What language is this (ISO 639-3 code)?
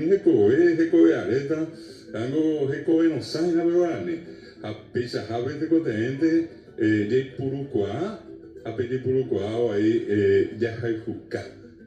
grn